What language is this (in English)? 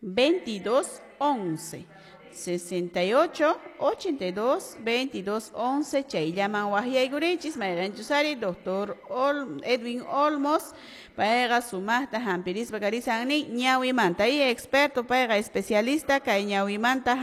Quechua